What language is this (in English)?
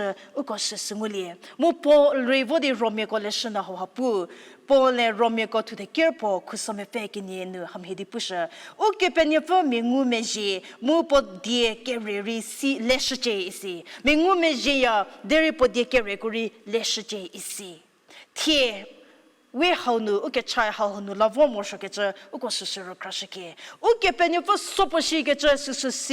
Angami Naga